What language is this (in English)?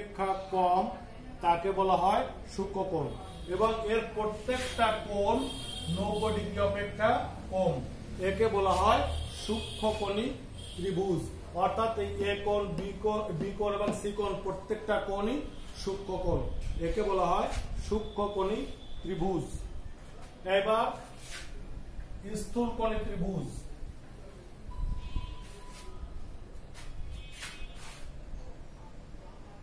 Bangla